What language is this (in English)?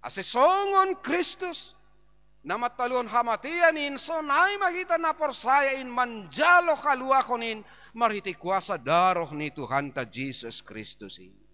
Batak Simalungun